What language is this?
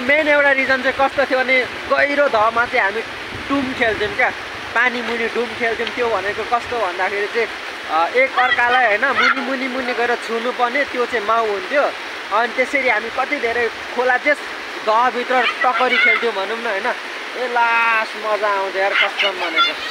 Nepali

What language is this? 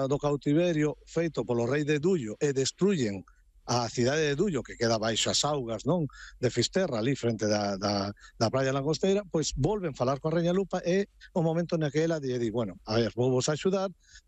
Galician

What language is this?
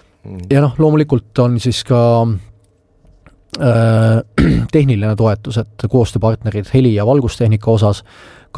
Estonian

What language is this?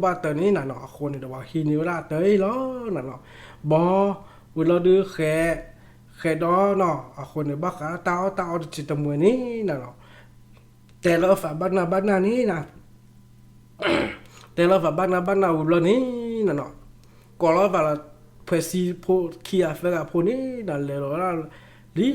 S'gaw Karen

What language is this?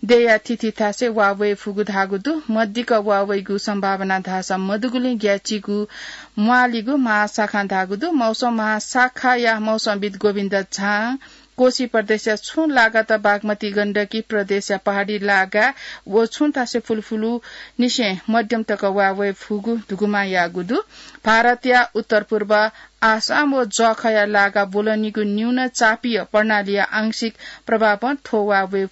Newari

